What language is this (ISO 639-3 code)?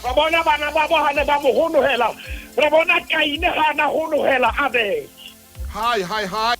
sot